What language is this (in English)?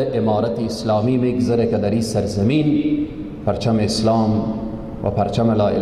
Persian